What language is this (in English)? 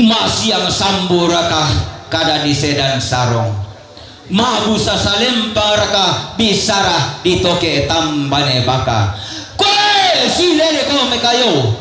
Toraja-Sa'dan